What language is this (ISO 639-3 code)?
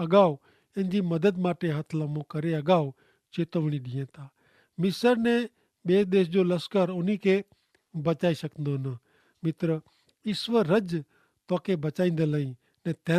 kfr